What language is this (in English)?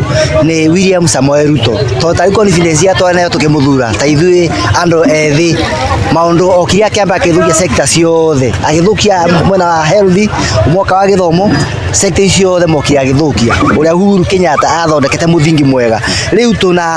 Kikuyu